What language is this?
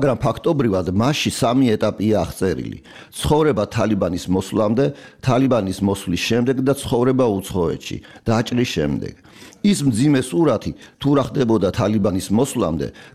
Georgian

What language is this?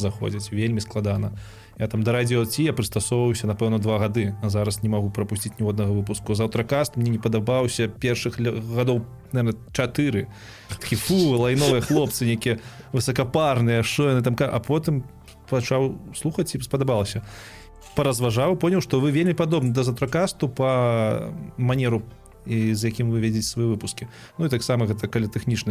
Belarusian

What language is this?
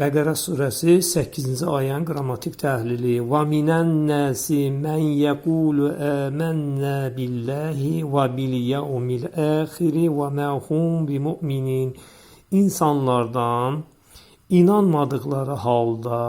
Azerbaijani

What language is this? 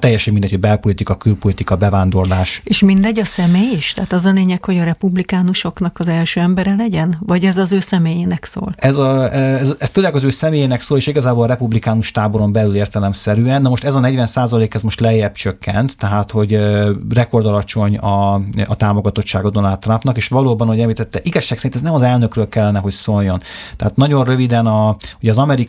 Hungarian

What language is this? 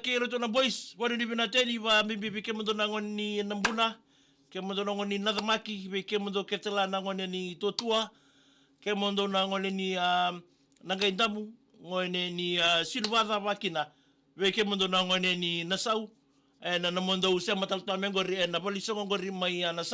Fijian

